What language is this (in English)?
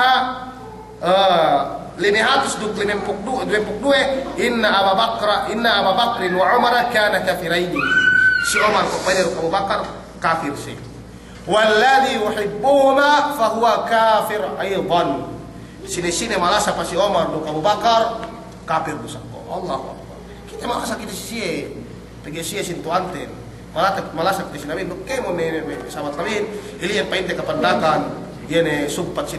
Yakan